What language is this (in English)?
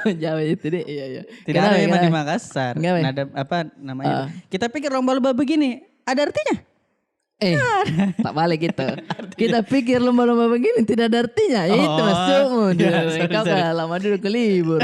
Makassar Malay